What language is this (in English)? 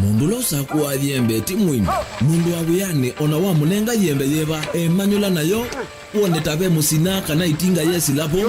Kamba